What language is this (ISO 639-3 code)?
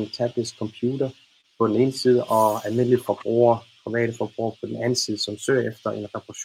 dan